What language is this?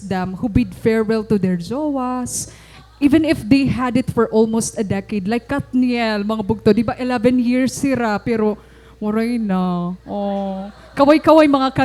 Waray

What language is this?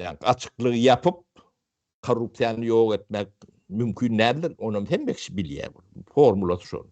Turkmen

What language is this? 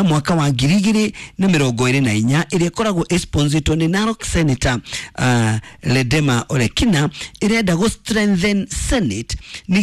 Kikuyu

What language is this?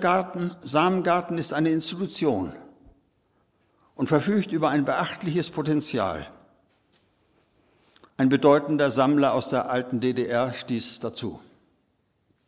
German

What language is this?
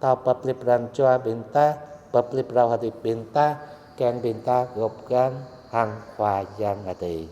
Jarai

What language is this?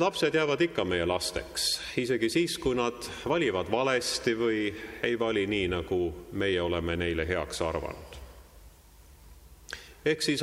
Estonian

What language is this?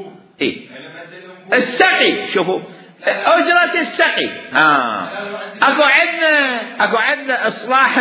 Mesopotamian Arabic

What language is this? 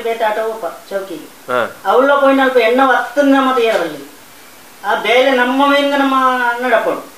Tulu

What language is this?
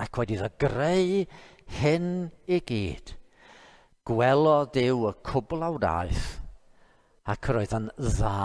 Welsh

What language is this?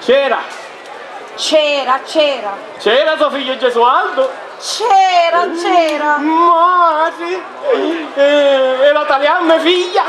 Sicilian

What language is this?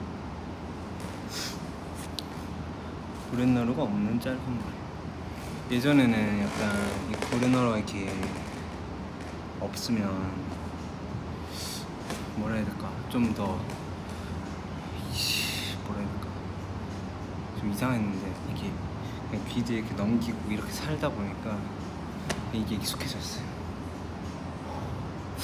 Korean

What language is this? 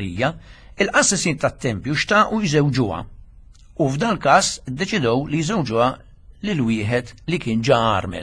Maltese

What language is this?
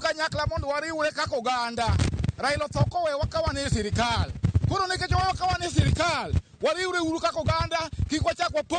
Luo (Kenya and Tanzania)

